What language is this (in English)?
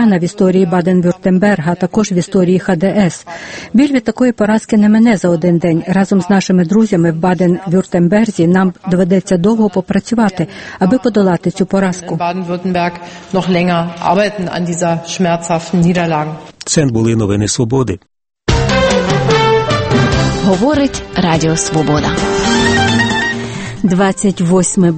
Ukrainian